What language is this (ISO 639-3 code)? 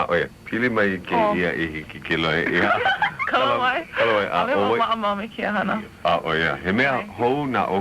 haw